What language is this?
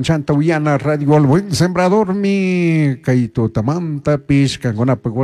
Chimborazo Highland Quichua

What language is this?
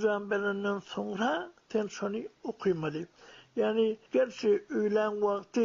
Turkmen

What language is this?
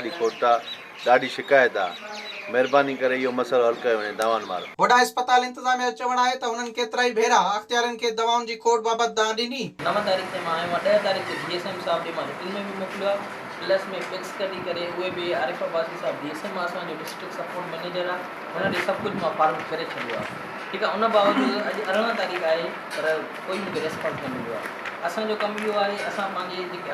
Sindhi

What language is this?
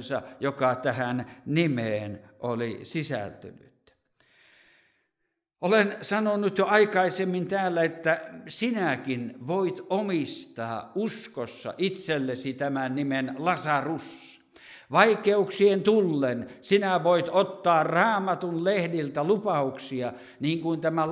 Finnish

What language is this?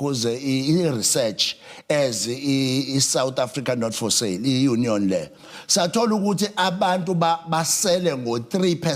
Zulu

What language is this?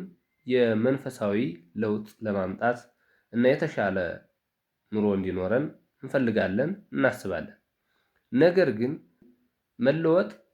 Amharic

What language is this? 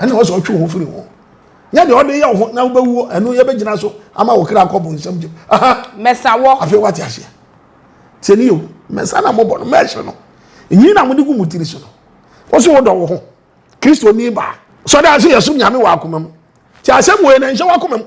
Akan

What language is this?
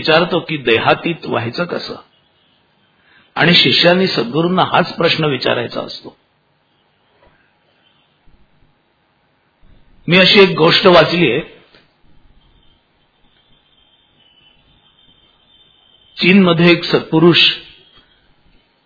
Marathi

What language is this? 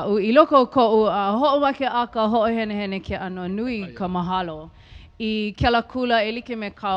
Hawaiian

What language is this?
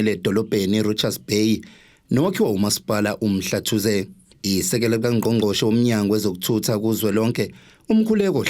Zulu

